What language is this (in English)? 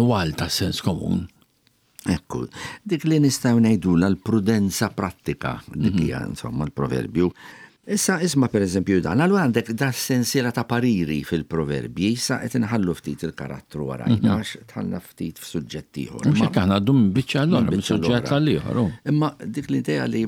Maltese